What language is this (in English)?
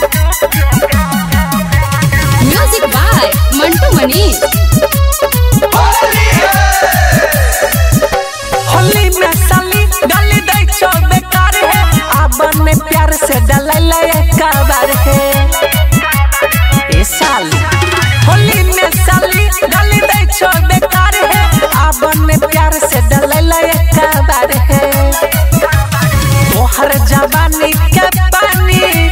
Bhojpuri